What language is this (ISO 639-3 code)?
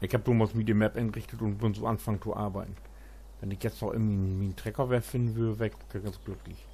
nds